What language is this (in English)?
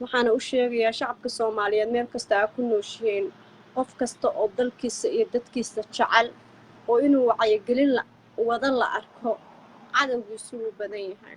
Somali